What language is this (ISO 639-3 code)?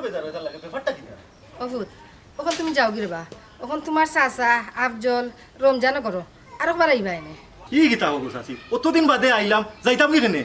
syl